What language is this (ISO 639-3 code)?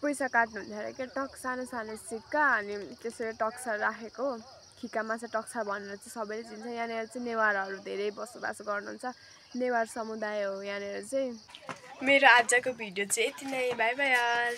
nep